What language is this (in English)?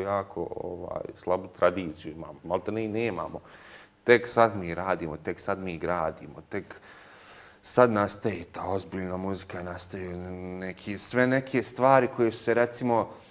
Bosnian